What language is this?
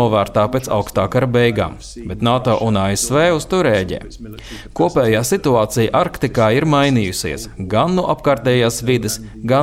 Latvian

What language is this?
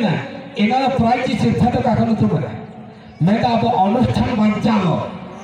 Santali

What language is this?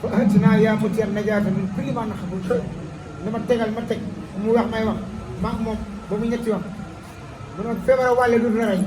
Wolof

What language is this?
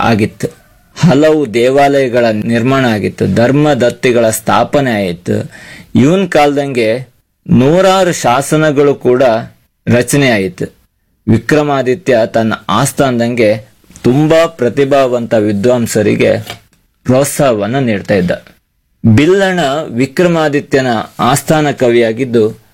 Kannada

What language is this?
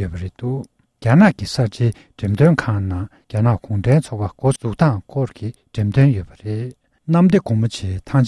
Tibetan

